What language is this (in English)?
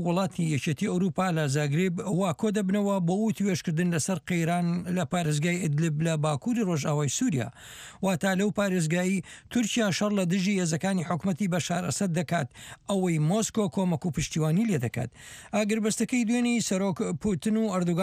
Central Kurdish